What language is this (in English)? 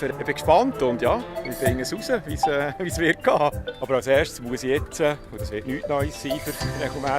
Swiss German